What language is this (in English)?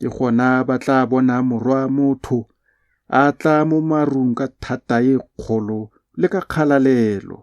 Tswana